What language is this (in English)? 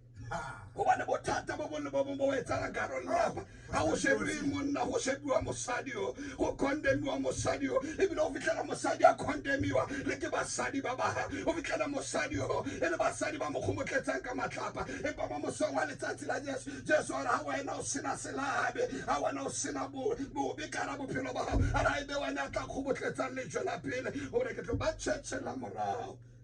Tswana